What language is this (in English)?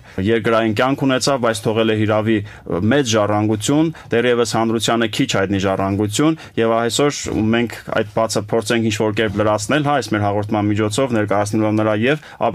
Armenian